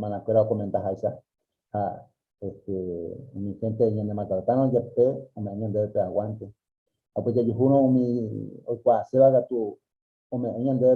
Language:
Guarani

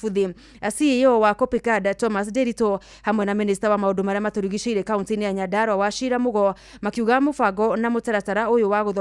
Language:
Kikuyu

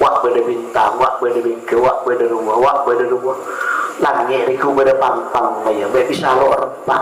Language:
Madurese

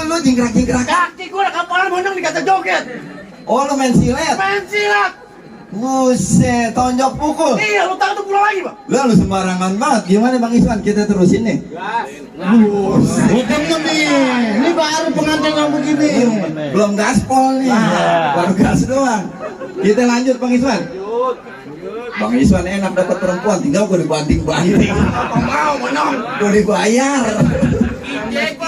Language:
Betawi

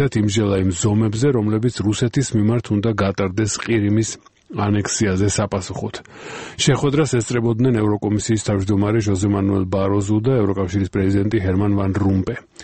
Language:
Georgian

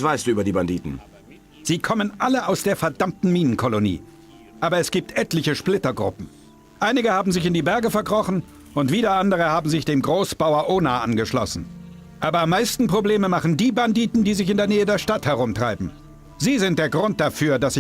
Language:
Bavarian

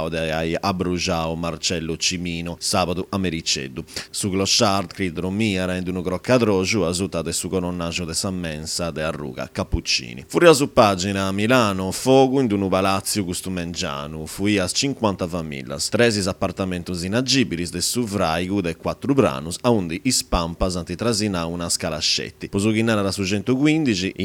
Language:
Sardinian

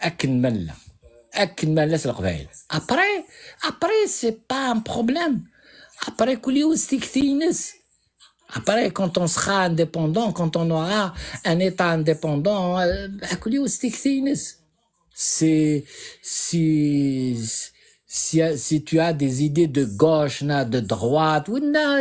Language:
Kabyle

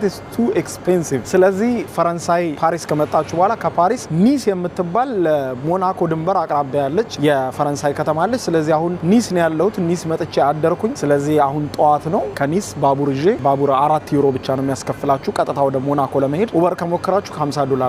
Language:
Amharic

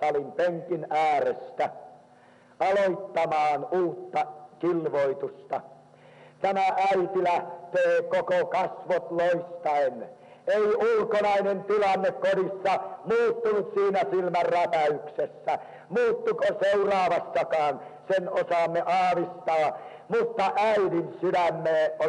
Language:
Finnish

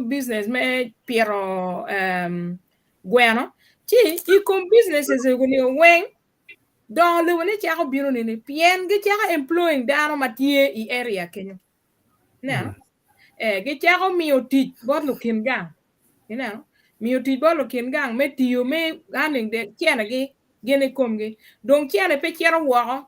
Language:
Acoli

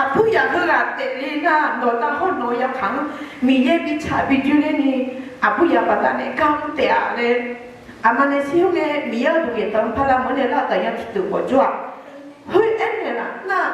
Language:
Akha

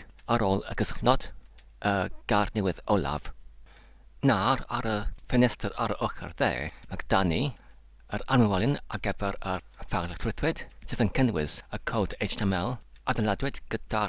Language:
Welsh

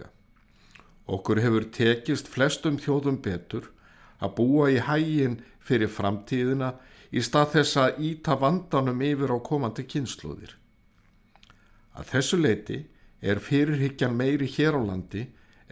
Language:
Icelandic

